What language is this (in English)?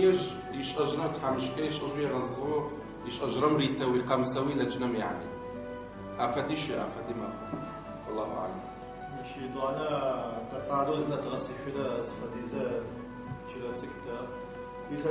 Adyghe